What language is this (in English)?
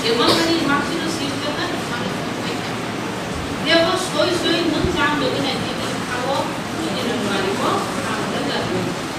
Kok Borok